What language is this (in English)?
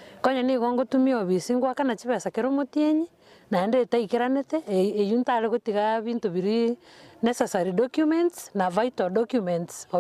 Gusii